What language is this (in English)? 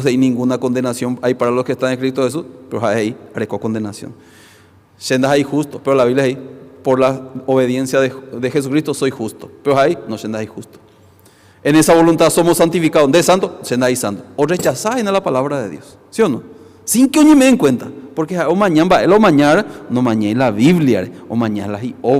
Guarani